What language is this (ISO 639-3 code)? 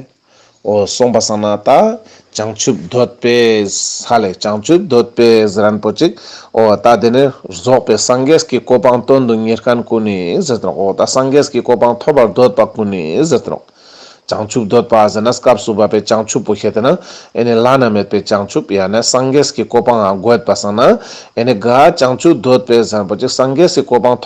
lbj